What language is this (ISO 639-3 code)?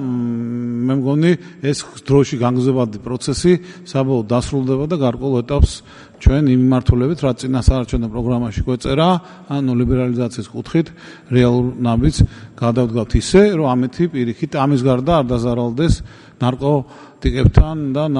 kat